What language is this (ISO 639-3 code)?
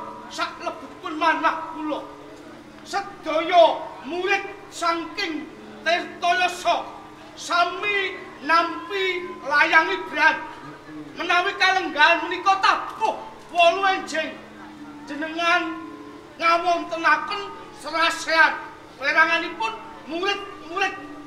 jav